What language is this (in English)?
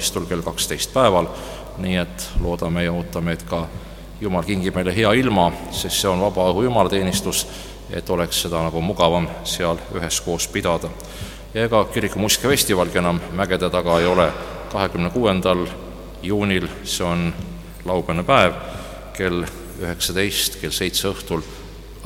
Estonian